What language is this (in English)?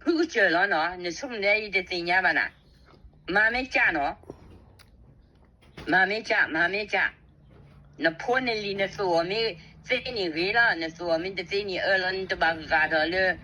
S'gaw Karen